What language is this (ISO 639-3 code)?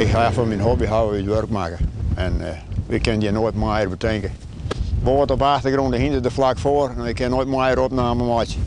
fry